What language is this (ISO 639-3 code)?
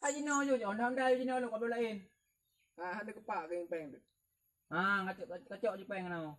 ace